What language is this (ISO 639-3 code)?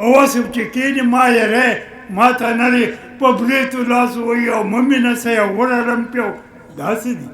pus